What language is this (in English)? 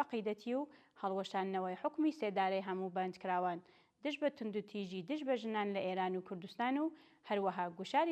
Central Kurdish